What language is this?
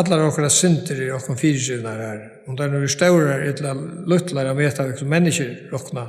Faroese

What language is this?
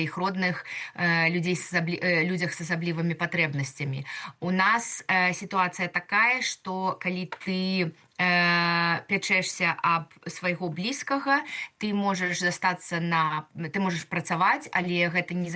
Belarusian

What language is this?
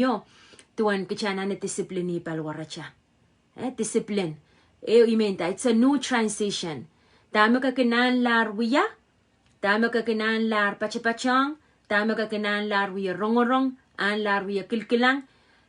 Pohnpeian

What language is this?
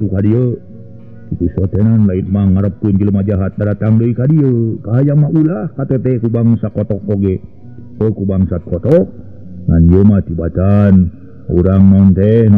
Sundanese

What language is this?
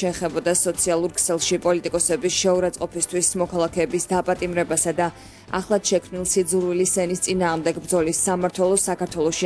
Georgian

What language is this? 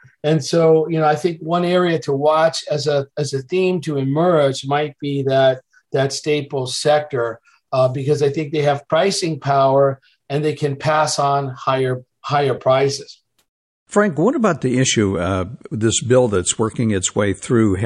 English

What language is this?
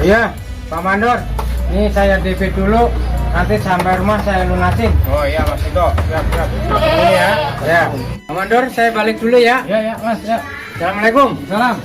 Betawi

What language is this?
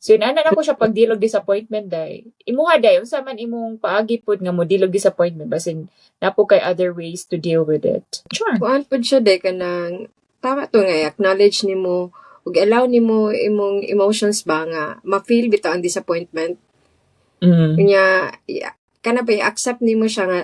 Cebuano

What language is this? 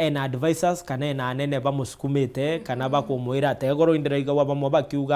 Meru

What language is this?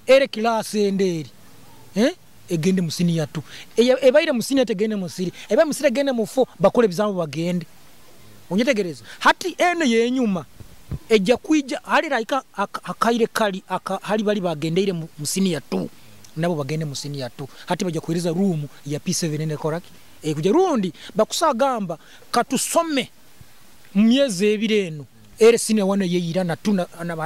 Nyoro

